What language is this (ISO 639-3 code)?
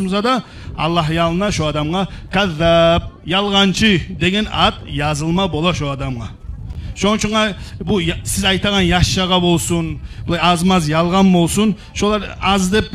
kum